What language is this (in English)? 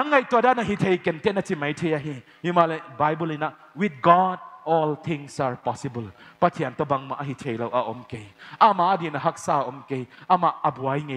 Paite Chin